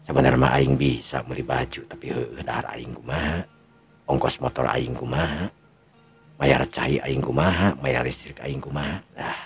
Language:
Sundanese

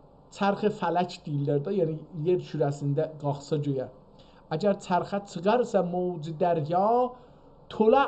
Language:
South Azerbaijani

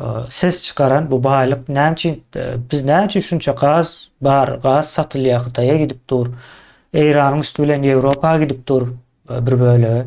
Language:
Turkmen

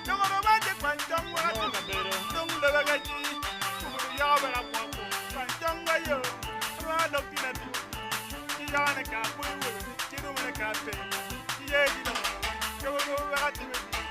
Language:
Acoli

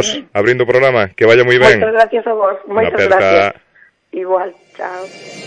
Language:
Galician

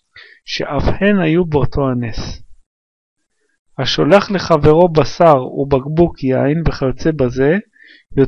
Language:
Hebrew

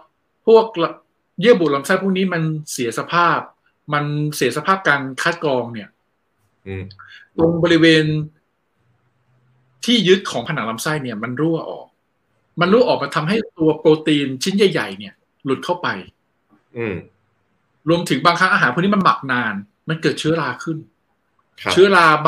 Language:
Thai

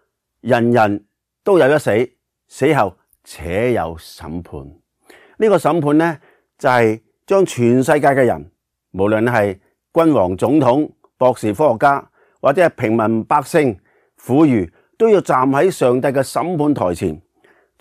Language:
Cantonese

